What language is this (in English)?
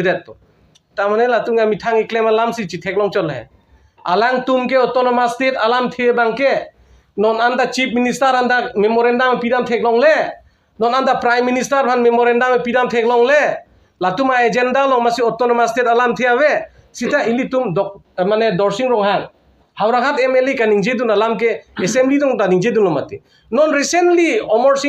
Karbi